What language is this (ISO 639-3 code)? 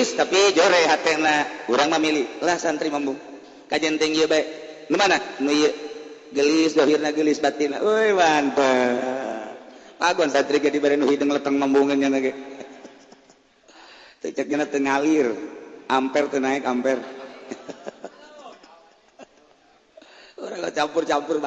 sun